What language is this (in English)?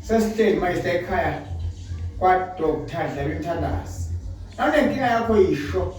Zulu